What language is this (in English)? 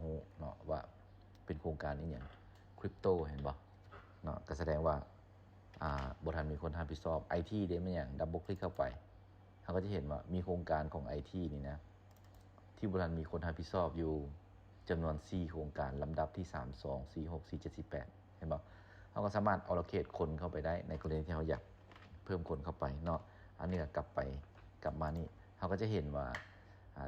Lao